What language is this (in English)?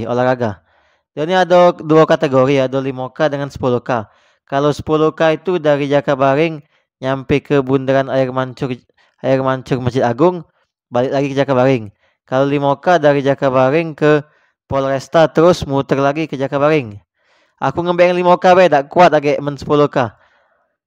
Musi